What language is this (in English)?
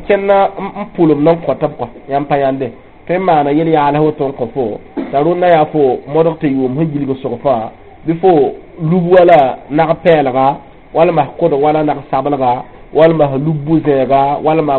Mossi